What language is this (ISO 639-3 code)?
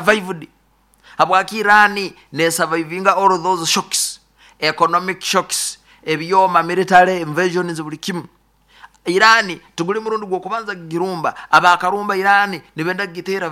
nyn